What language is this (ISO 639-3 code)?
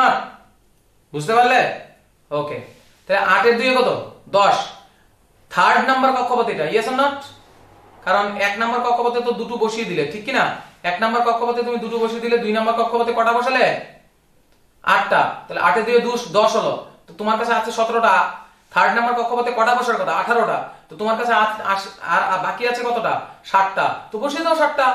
ben